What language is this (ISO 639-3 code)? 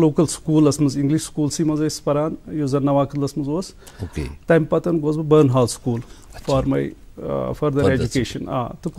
kas